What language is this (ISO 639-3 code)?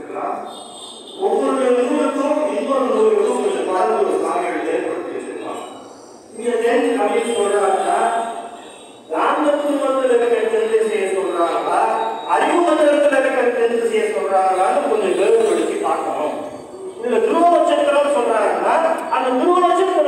tam